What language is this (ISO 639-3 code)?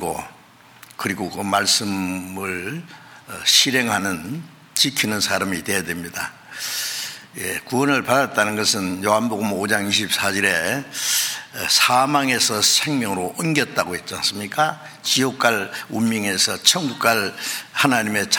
kor